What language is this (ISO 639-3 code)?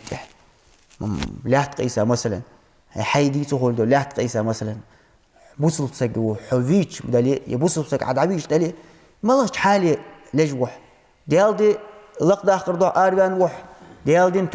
inh